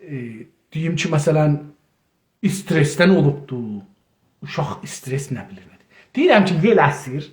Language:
South Azerbaijani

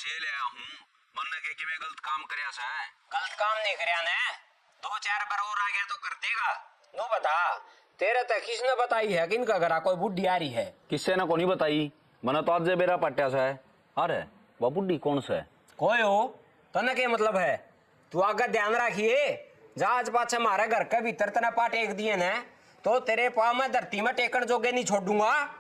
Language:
Haryanvi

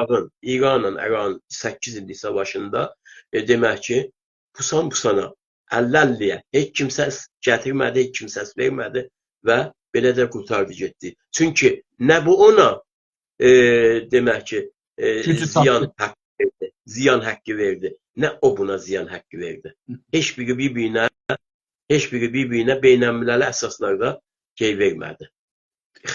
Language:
South Azerbaijani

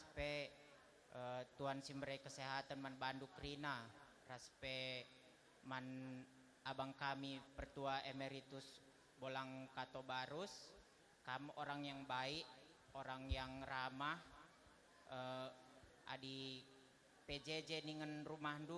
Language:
Batak Karo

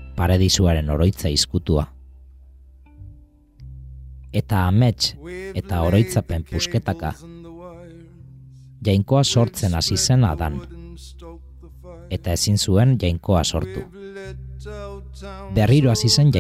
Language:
Basque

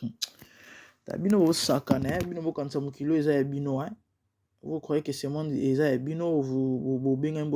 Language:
Lingala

